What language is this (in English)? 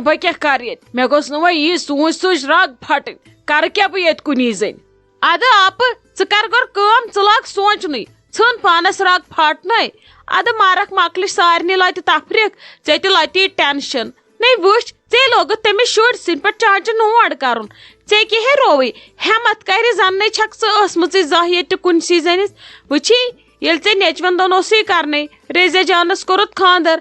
Kashmiri